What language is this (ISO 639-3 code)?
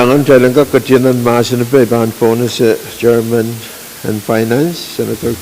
pon